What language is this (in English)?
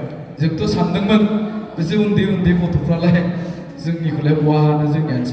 Bodo